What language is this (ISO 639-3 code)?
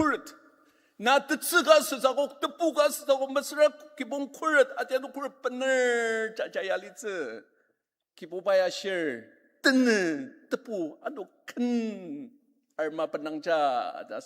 njo